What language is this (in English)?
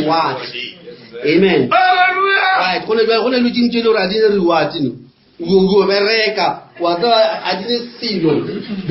Northern Sotho